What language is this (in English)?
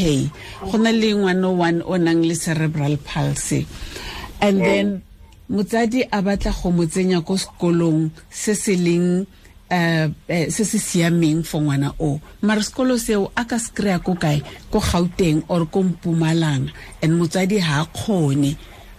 Tswana